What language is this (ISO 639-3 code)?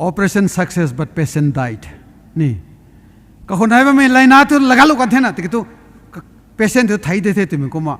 nbu